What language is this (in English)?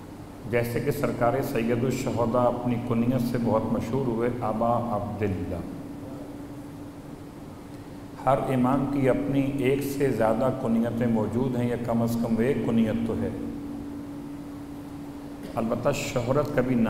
Urdu